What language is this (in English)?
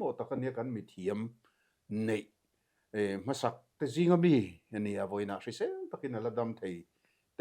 Mizo